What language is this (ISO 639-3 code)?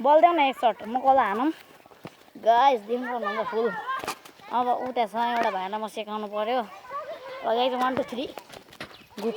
nep